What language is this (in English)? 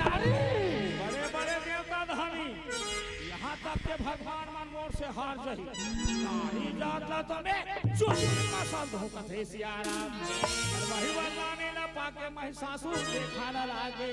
Chhattisgarhi